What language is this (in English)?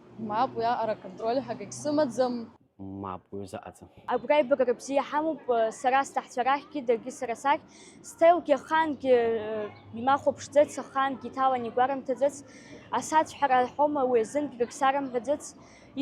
Abkhazian